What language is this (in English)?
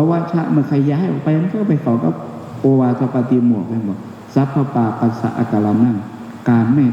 Northeastern Thai